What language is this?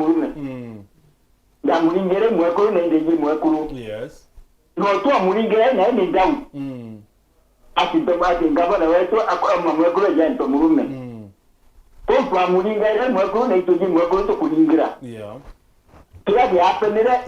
Meru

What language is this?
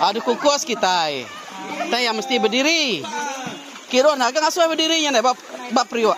Iban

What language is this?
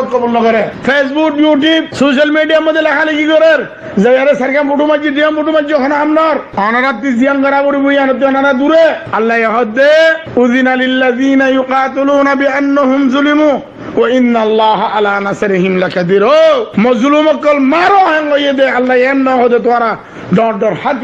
Rohingya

